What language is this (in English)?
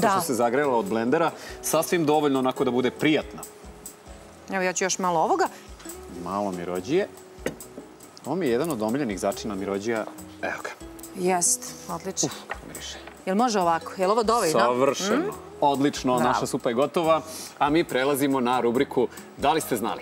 Serbian